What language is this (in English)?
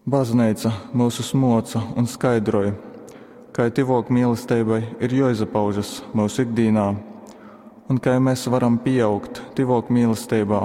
Latgalian